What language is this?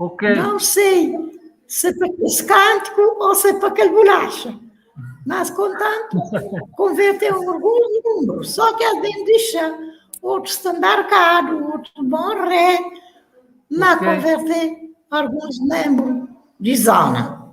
Kabuverdianu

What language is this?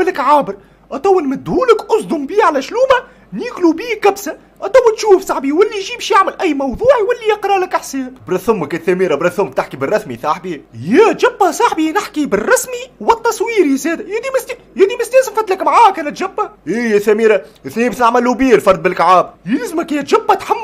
Tunisian Arabic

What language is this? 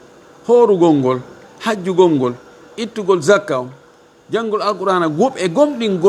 Fula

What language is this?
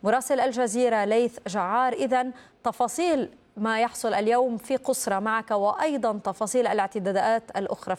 Arabic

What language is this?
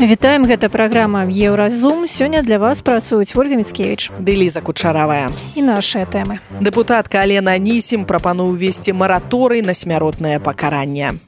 Belarusian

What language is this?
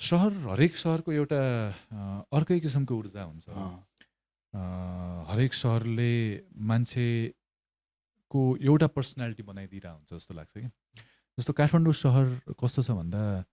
Nepali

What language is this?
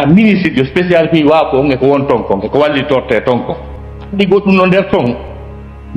Fula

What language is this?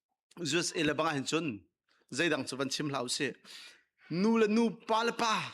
Hakha Chin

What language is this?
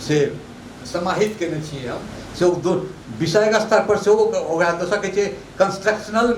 Maithili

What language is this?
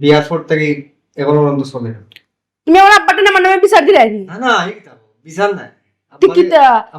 Sylheti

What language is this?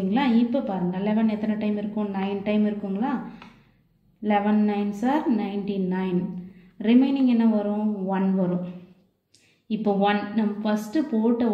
Tamil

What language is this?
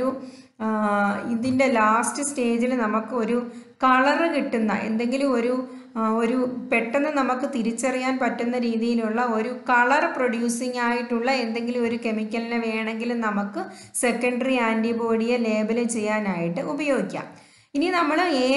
Malayalam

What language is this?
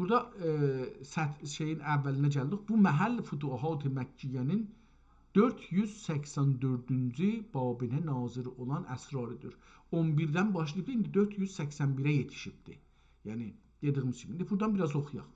South Azerbaijani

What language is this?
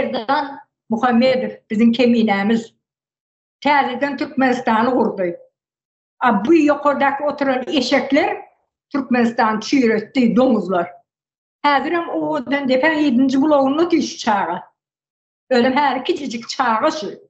Turkmen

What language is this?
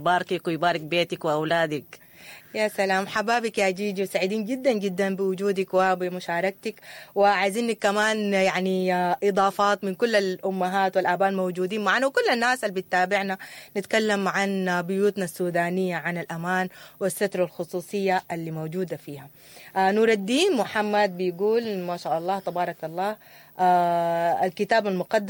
Sudanese Arabic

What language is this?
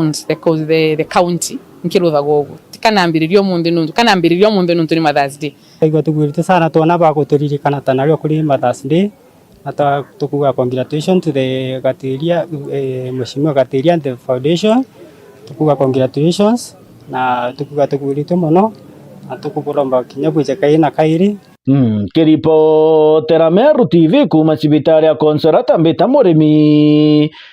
Meru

